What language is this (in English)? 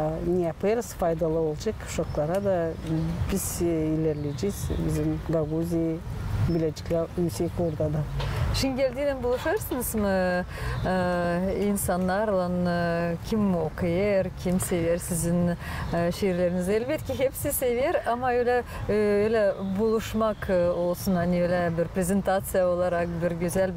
Gagauz